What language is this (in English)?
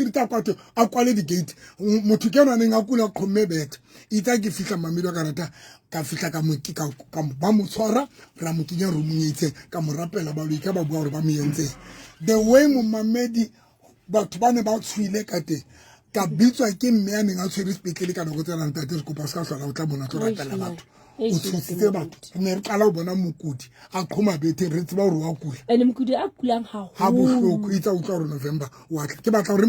Southern Sotho